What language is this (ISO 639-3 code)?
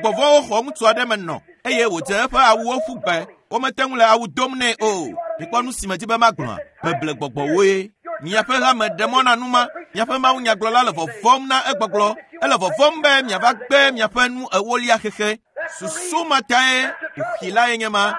ewe